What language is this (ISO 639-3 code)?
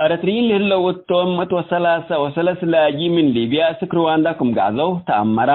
tig